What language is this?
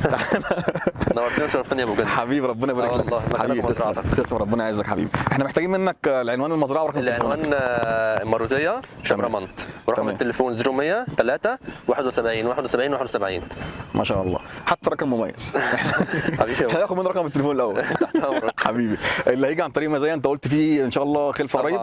Egyptian Arabic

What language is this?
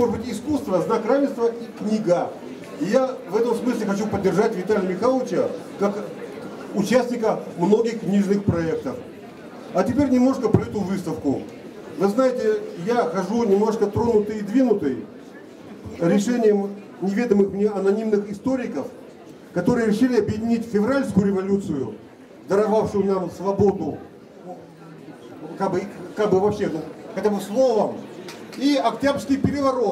Russian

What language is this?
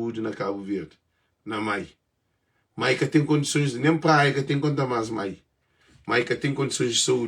Kabuverdianu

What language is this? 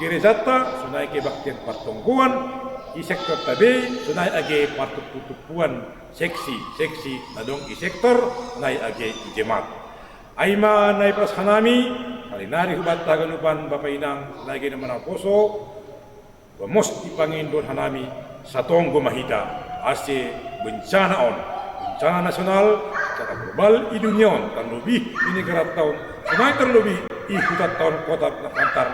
Batak Simalungun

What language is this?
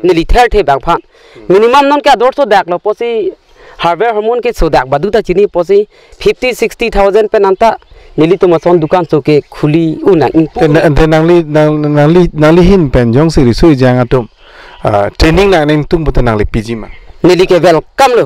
Karbi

